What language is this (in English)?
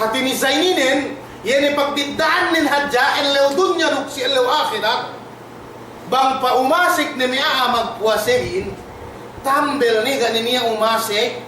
Yakan